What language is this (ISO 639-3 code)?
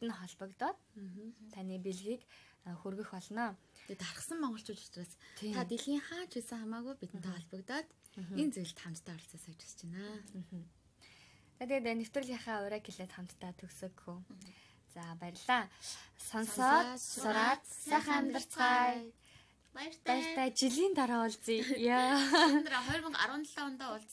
mon